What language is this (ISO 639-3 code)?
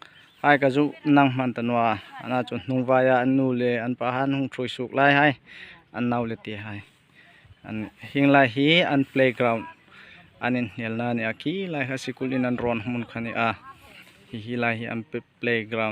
hmr